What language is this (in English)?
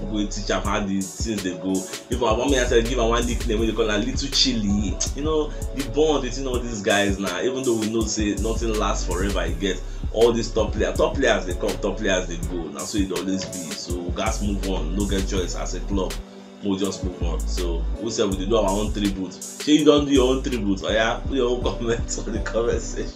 Nigerian Pidgin